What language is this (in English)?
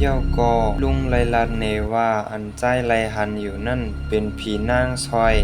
Shan